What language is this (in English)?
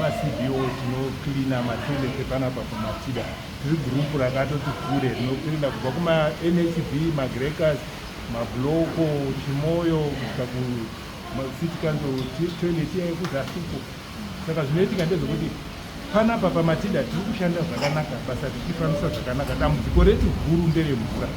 Shona